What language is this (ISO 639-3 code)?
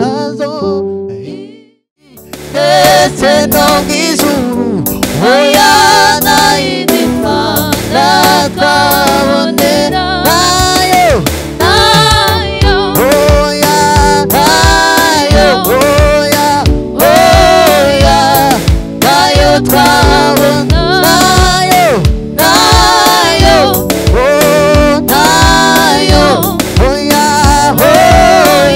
kin